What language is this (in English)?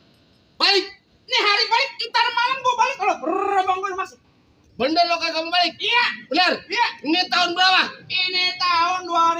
Betawi